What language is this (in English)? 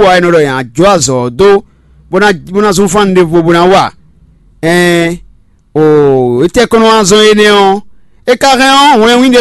Fon